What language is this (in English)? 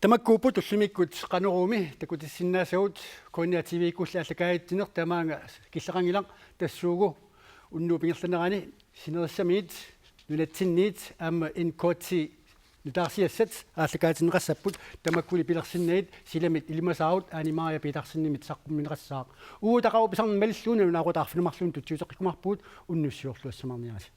Kalaallisut